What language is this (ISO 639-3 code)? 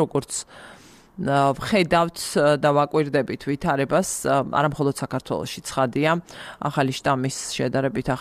kat